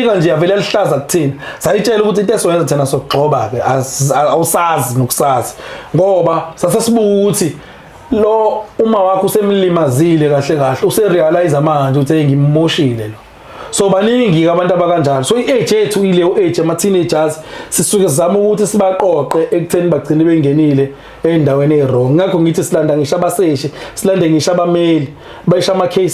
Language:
Zulu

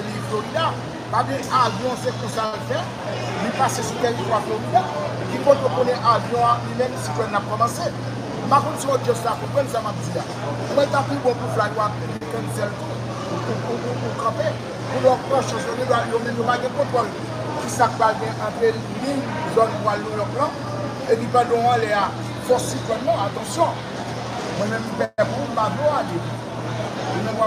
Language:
Haitian Creole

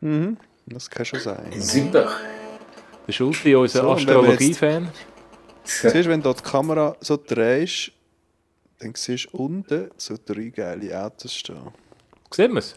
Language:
Swiss German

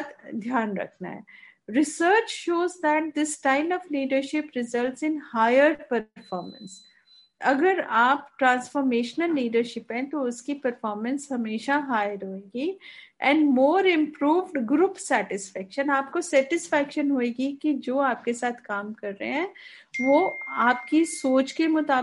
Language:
Hindi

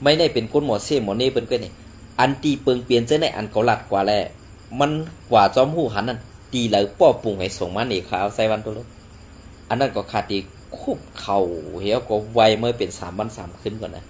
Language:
Shan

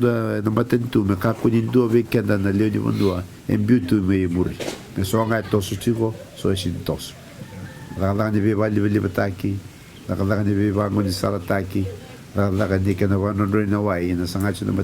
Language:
Fijian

